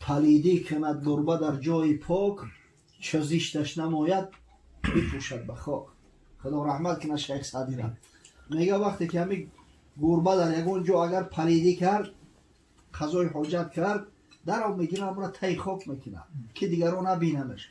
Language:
Tajik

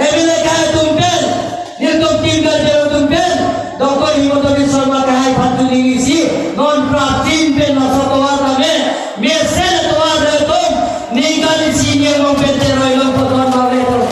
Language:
Karbi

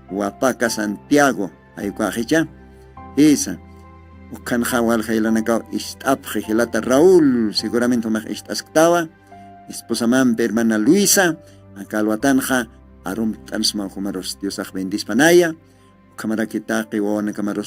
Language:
Aymara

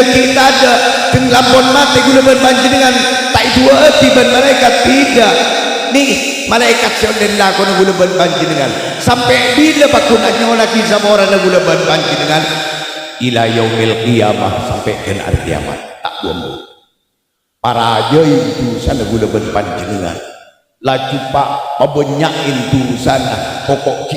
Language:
Madurese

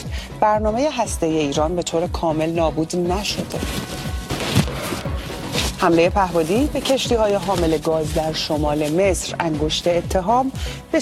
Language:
Persian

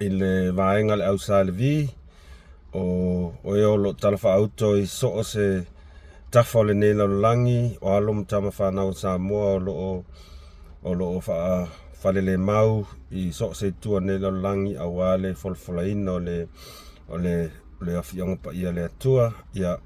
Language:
Samoan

